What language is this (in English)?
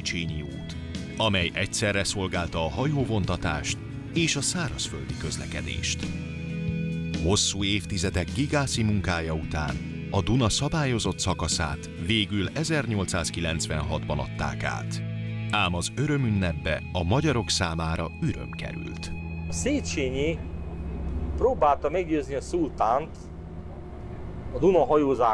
Hungarian